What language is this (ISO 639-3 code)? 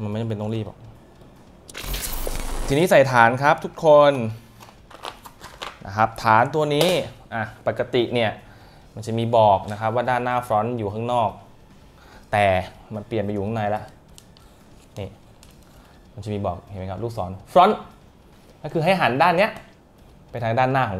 tha